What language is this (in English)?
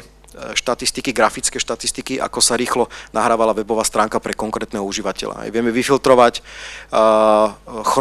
Slovak